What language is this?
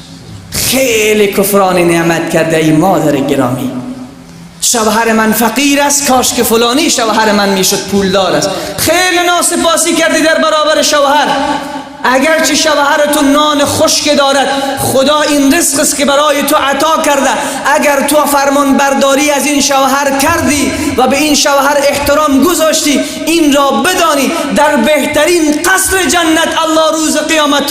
Tajik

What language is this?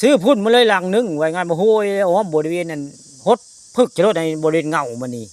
Northeastern Thai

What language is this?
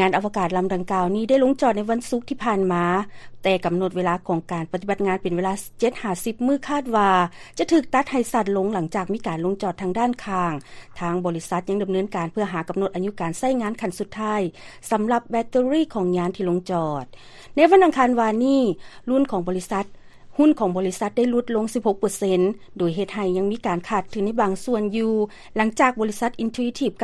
Lao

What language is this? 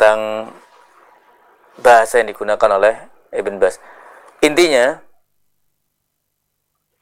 Indonesian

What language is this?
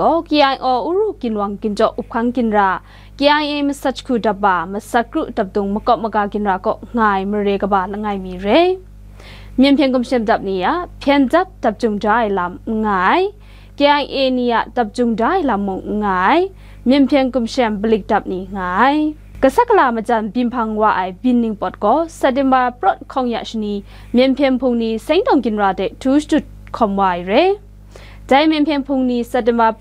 Kachin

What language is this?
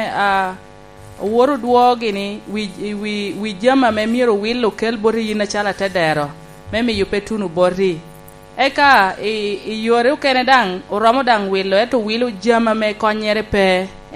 Lango (Uganda)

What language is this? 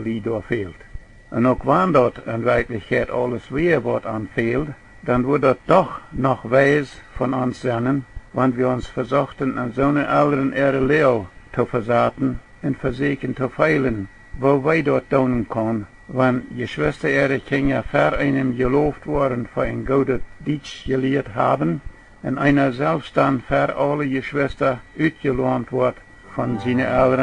Plautdietsch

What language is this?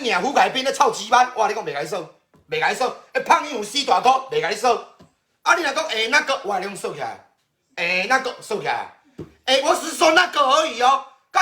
Min Nan Chinese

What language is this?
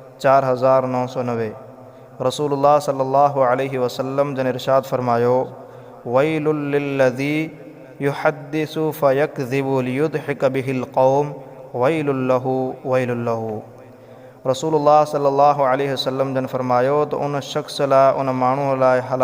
Sindhi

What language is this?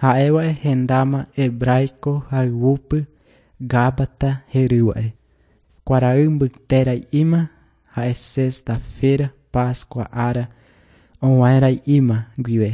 Guarani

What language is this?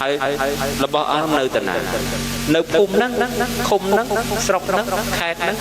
Khmer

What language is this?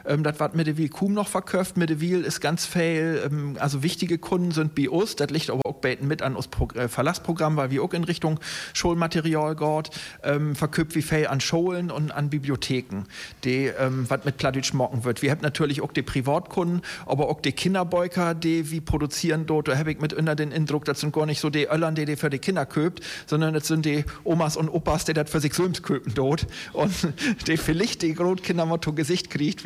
German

